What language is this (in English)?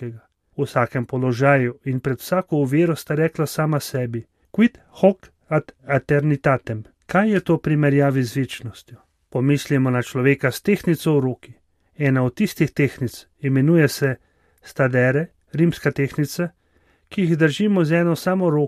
Slovenian